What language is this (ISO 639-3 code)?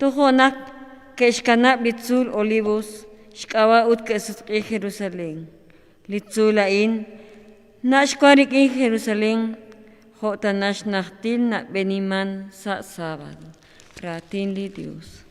kek